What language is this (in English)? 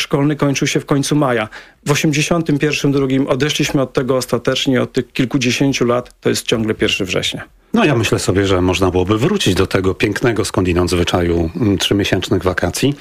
Polish